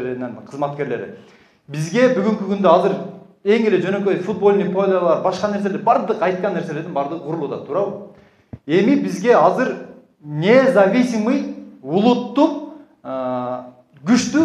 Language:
Kyrgyz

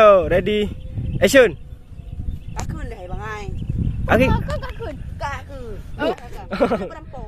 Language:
Achinese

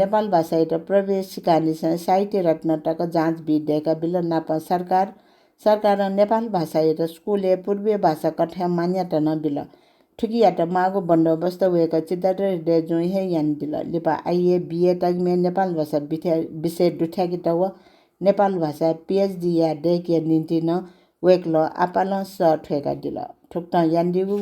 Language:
Newari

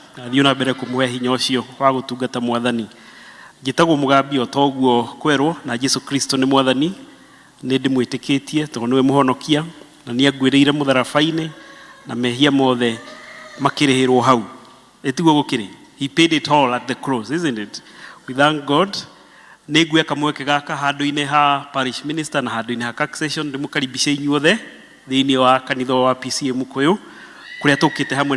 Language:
Kikuyu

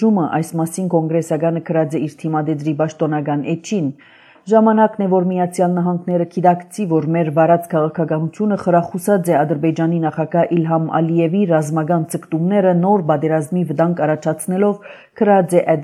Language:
Armenian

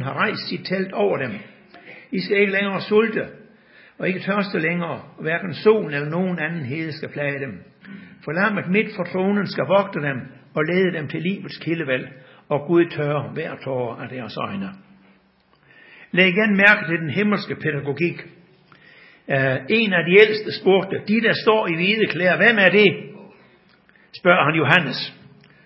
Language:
Danish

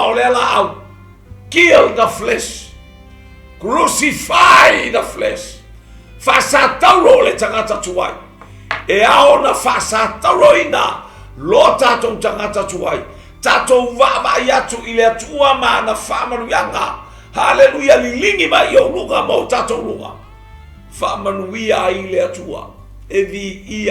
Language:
Samoan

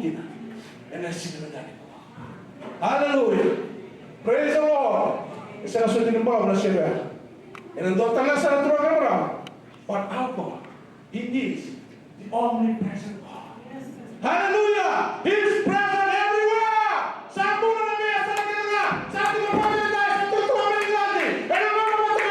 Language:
Fijian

